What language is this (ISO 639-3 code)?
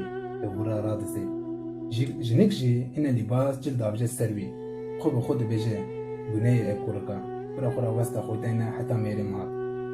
kur